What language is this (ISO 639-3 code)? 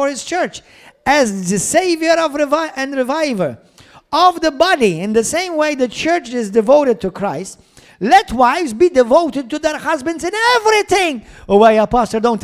eng